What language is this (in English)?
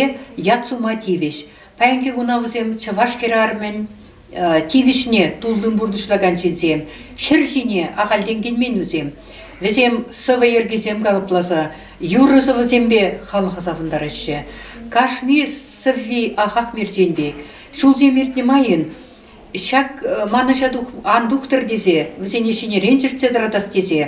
Chuvash